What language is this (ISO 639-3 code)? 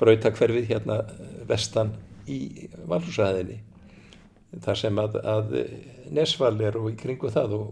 isl